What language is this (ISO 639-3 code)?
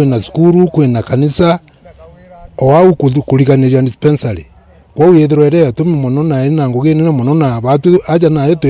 mer